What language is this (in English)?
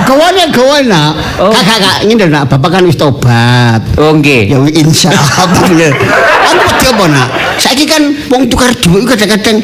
Javanese